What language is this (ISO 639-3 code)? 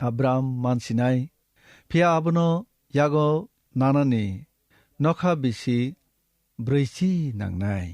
trp